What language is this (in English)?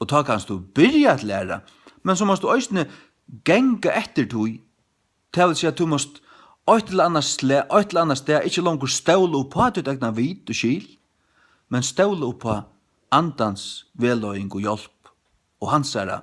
Faroese